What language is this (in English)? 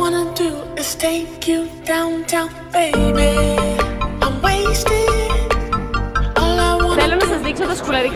Greek